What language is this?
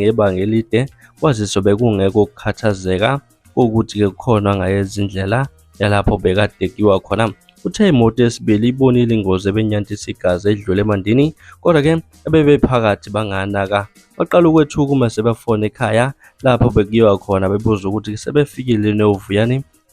Zulu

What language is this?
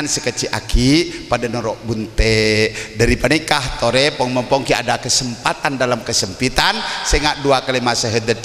Madurese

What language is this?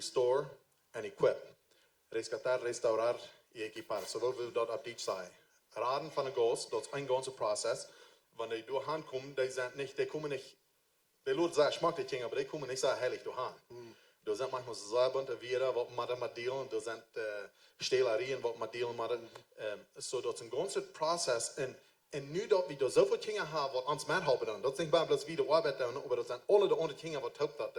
Plautdietsch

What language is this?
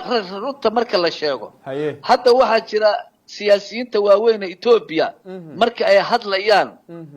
Somali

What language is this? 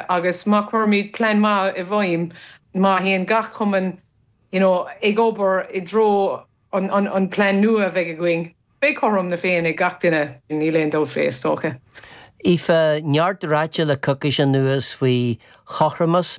Irish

